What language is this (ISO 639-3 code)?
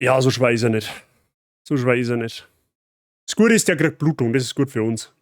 bar